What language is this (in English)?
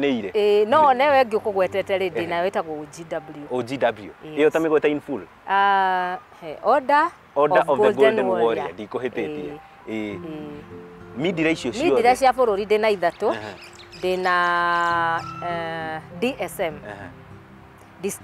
Kikuyu